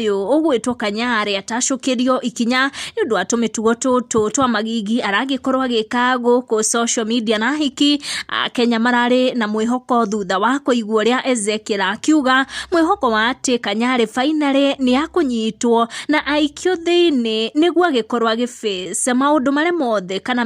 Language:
Kikuyu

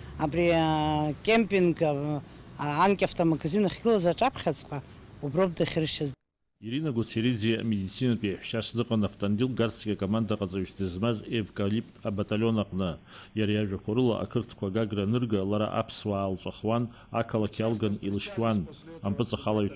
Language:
Abkhazian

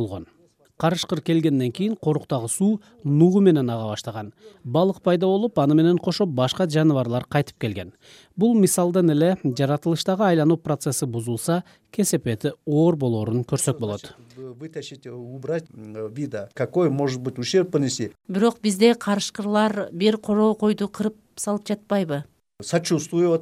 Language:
Kyrgyz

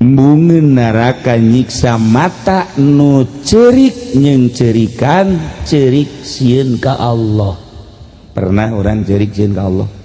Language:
Sundanese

